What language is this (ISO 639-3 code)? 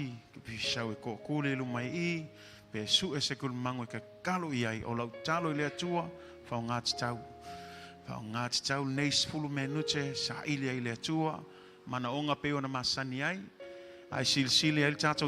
smo